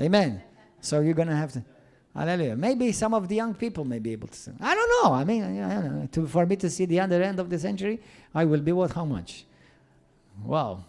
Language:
English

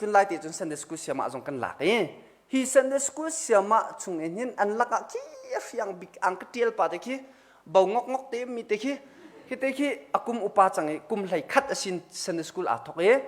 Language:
Hakha Chin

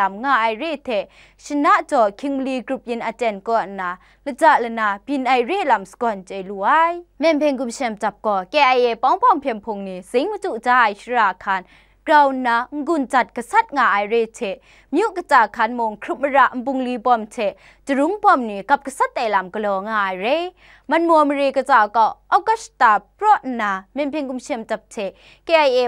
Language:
Kachin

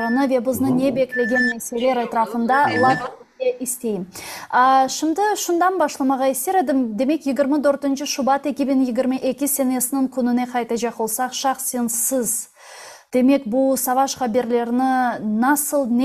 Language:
Crimean Tatar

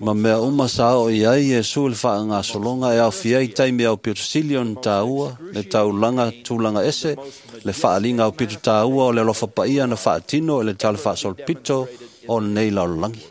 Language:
Samoan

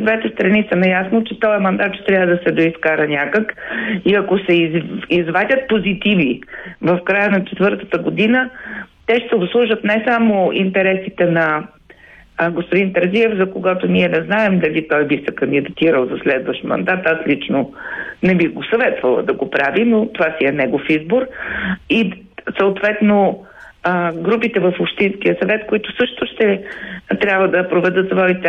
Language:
Bulgarian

